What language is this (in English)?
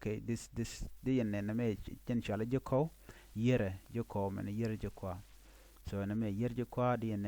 Nuer